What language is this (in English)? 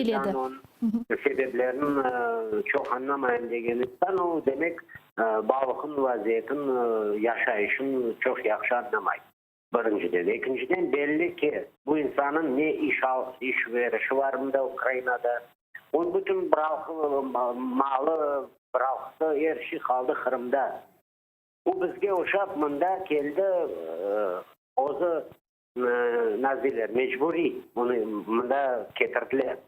Crimean Tatar